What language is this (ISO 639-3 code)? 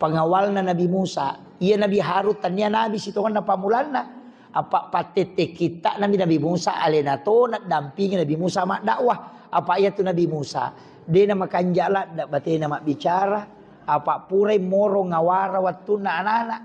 bug